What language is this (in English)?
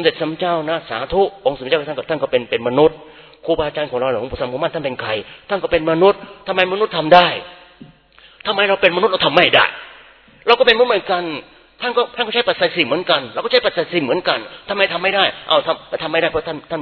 Thai